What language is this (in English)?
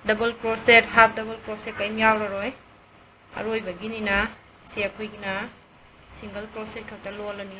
Manipuri